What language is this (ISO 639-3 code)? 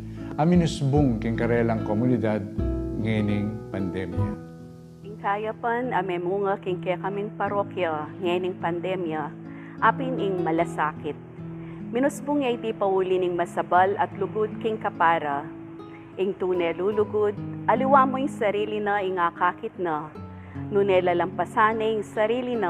pam